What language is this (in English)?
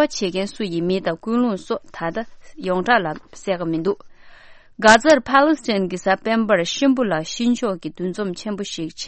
Tibetan